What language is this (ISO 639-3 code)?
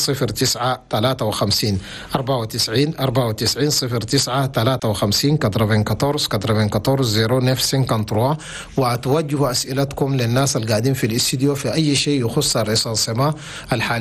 shu